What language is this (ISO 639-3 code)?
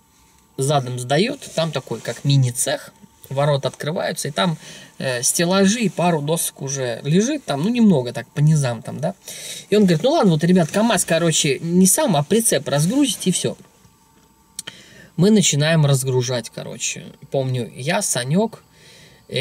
rus